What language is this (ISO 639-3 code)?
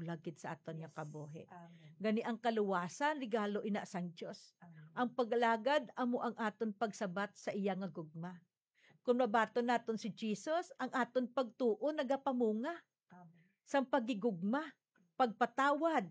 hil